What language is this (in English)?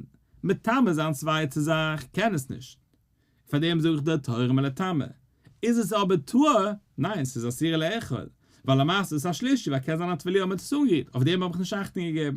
Yiddish